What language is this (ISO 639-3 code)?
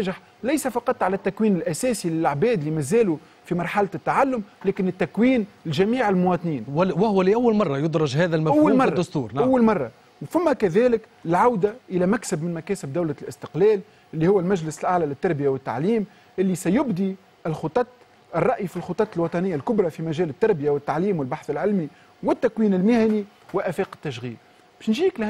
aeb